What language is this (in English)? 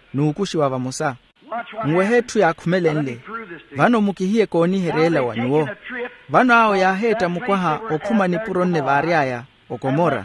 Makhuwa